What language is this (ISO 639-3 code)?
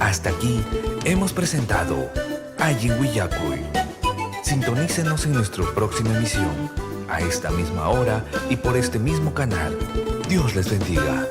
quy